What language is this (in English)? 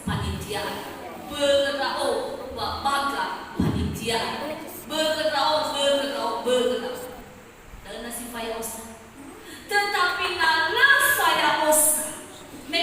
Nias